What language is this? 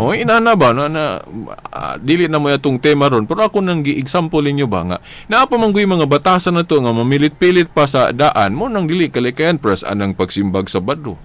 Cebuano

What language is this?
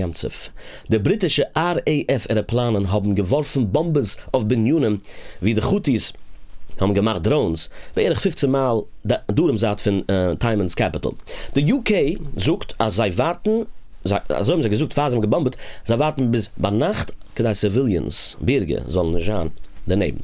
Yiddish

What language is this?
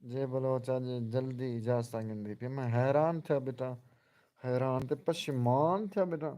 Saraiki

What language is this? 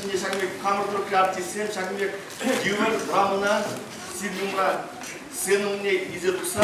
Chuvash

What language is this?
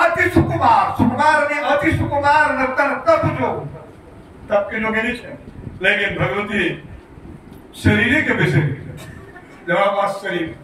Maithili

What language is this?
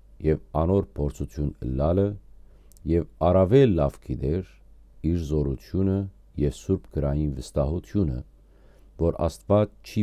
Western Armenian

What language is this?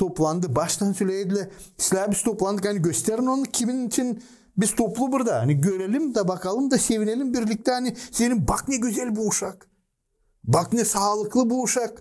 Gagauz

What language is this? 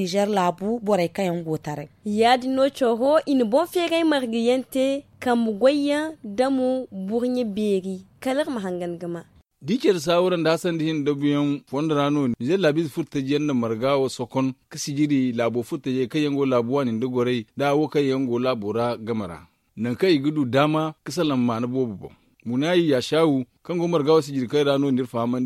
Zarma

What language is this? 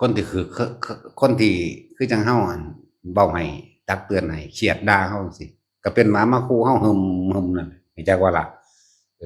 Northeastern Thai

